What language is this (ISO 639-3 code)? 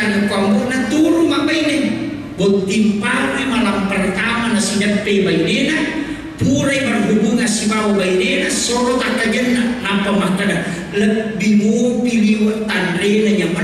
bug